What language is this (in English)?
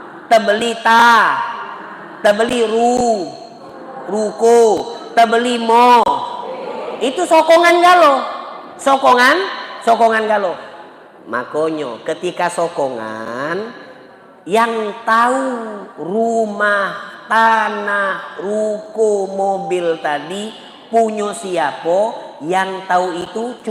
Musi